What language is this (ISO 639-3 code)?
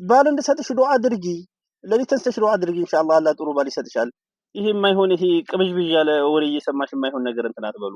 amh